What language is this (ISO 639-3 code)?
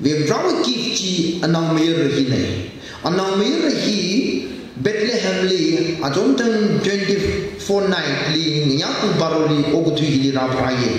nmf